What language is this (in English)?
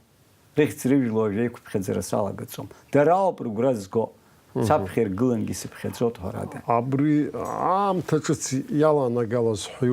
Abkhazian